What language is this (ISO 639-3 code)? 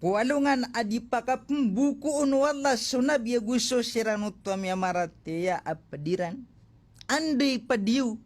mrw